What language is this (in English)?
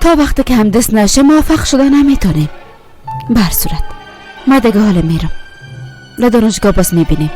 Persian